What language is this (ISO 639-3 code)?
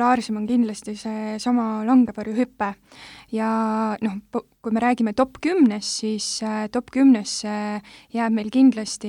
est